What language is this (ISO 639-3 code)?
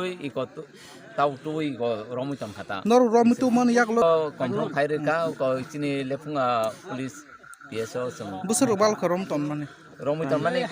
trp